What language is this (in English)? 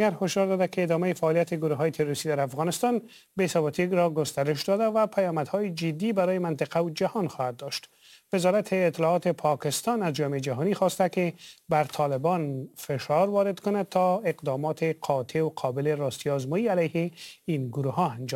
Persian